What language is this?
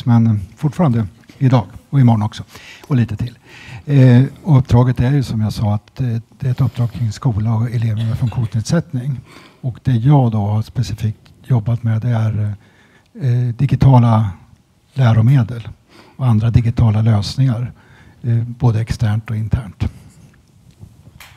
Swedish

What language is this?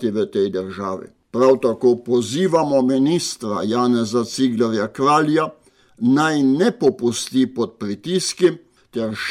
Slovenian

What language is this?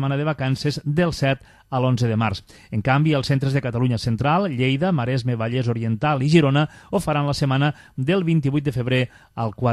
Catalan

